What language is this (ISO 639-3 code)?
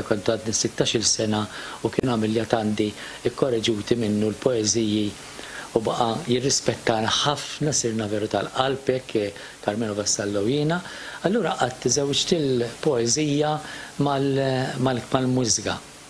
mlt